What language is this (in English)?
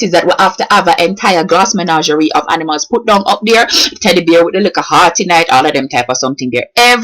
Jamaican Creole English